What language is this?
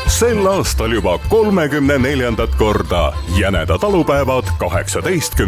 Estonian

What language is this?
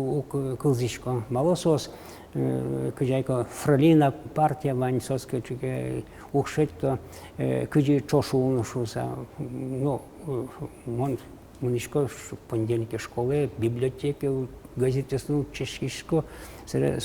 Udmurt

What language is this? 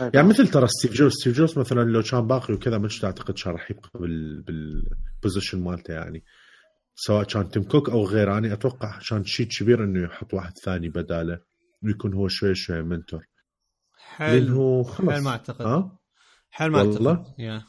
Mesopotamian Arabic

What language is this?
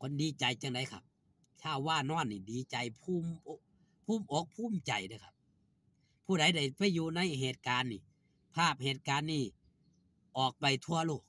Northeastern Thai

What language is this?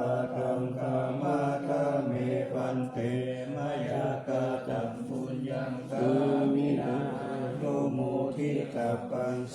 Pali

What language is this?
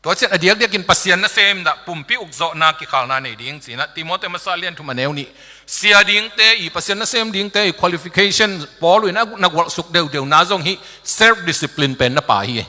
Tedim Chin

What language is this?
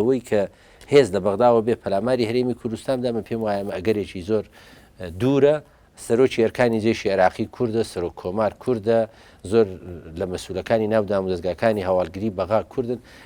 Central Kurdish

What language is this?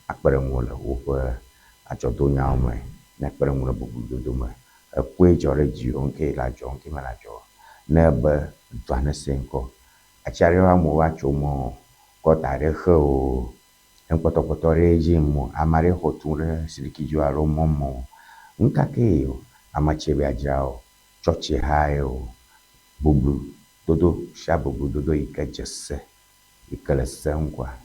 Ewe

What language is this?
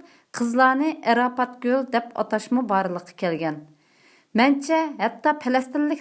Uyghur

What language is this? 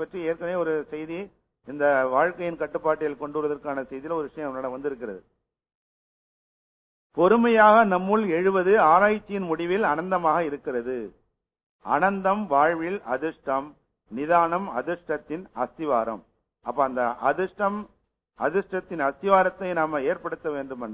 Tamil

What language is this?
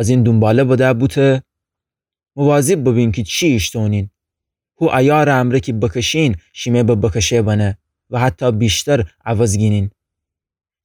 Gilaki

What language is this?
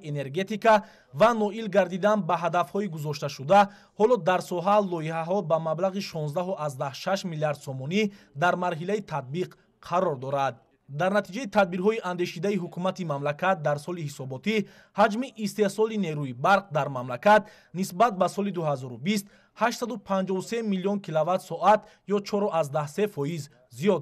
Tajik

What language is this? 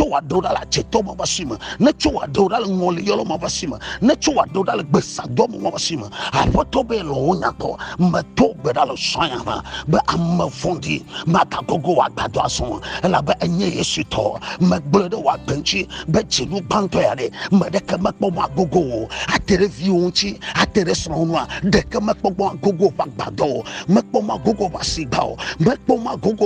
Ewe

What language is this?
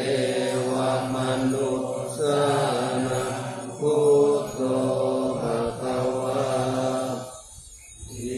Pali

